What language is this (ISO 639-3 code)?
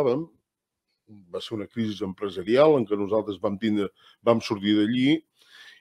cat